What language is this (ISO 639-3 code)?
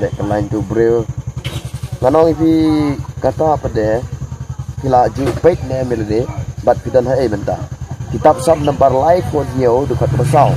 kha